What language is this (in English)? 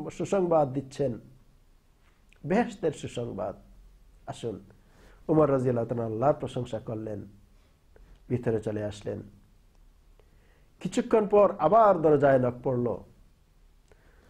Bangla